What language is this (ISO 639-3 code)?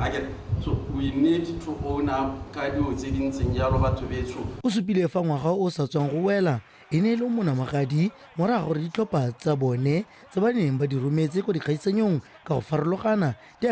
tsn